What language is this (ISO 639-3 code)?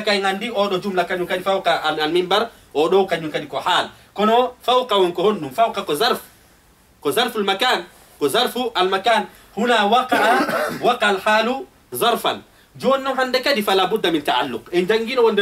ful